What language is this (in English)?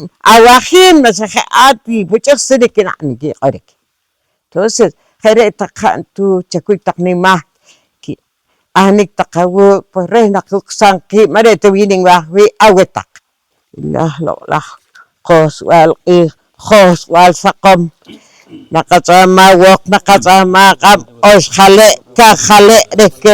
Poqomchi'